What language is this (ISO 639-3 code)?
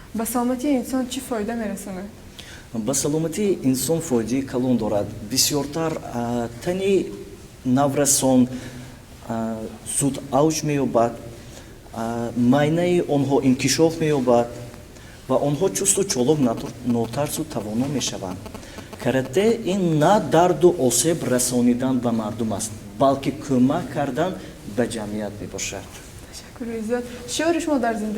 tgk